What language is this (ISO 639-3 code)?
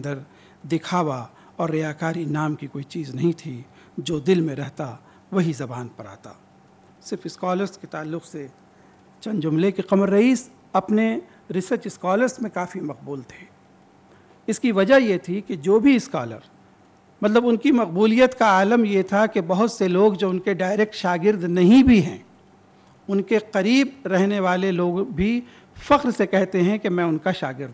urd